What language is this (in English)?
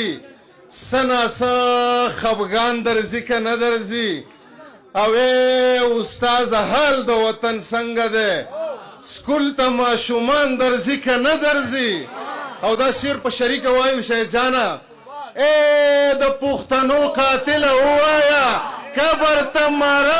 Pashto